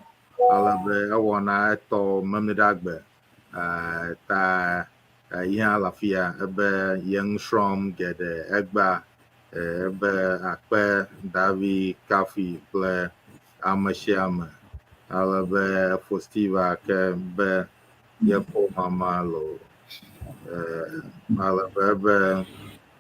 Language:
Ewe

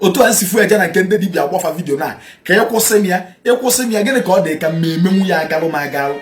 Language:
Igbo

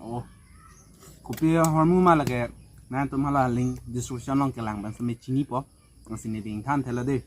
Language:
Karbi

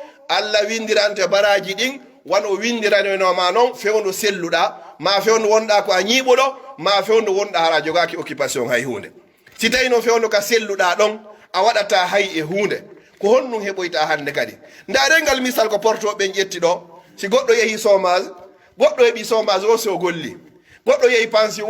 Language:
Pular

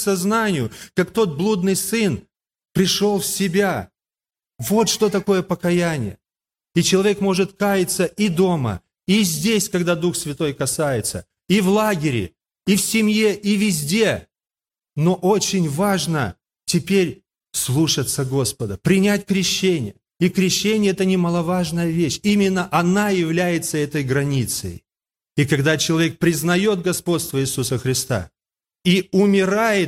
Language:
Russian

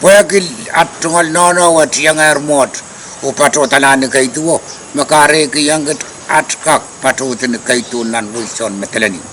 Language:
Pohnpeian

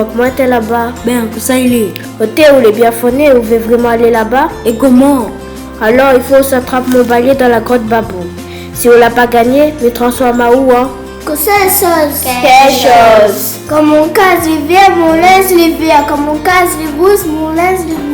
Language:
Réunion Creole French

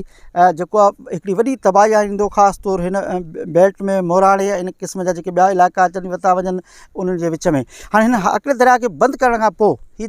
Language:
Sindhi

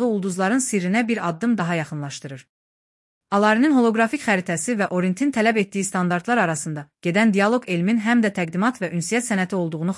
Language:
Azerbaijani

